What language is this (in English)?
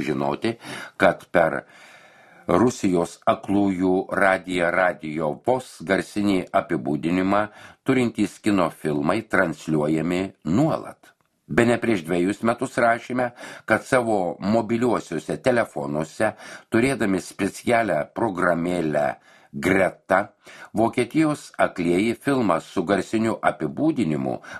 Lithuanian